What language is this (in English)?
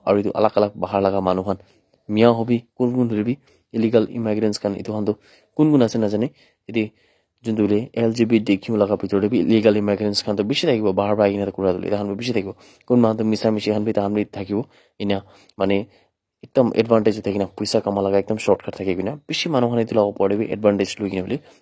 Naga Pidgin